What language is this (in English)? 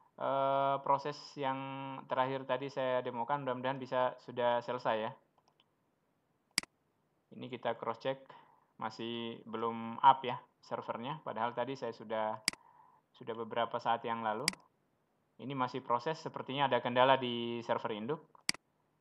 Indonesian